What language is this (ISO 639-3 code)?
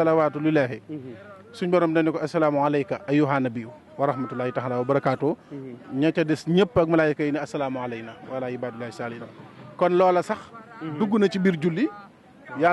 wol